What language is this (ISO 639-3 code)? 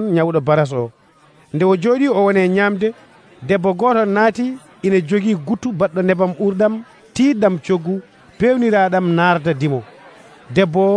fuv